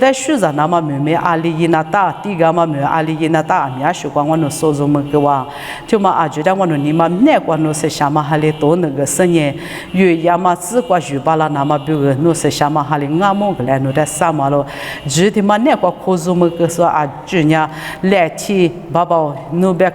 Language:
Lisu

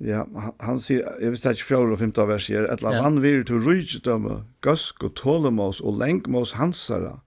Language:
Faroese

